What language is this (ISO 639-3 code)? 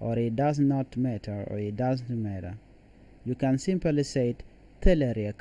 nus